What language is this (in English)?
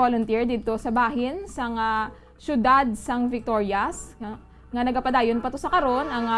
Hiligaynon